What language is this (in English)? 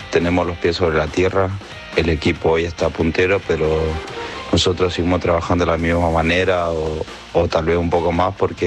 Spanish